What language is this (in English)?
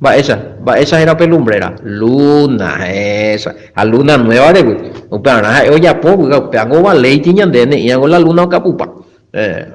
Guarani